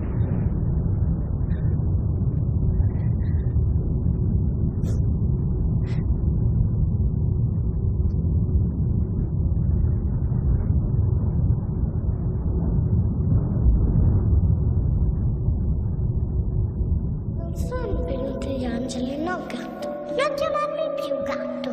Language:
Italian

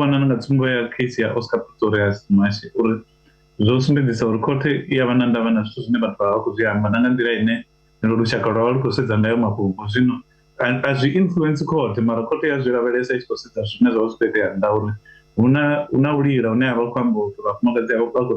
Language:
Venda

